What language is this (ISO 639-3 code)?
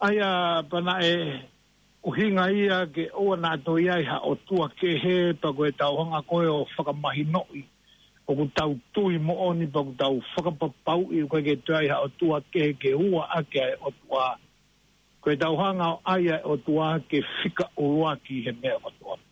ton